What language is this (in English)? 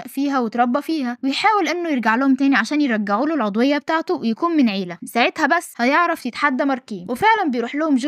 Egyptian Arabic